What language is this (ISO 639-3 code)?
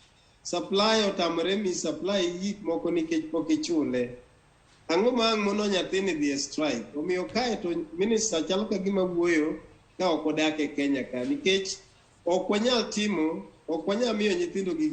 luo